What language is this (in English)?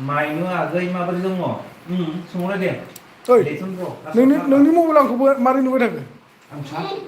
Bodo